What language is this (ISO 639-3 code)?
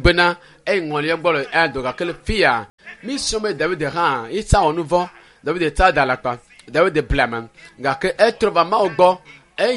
ewe